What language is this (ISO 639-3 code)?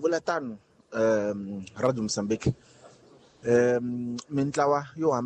tso